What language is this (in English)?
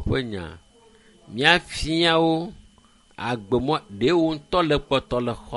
Ewe